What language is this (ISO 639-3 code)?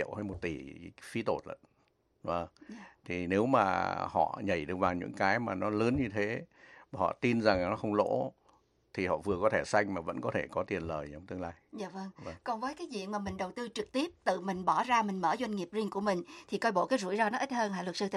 vie